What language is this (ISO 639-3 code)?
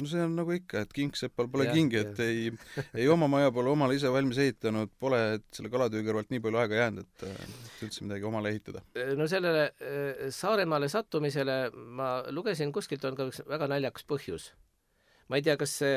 est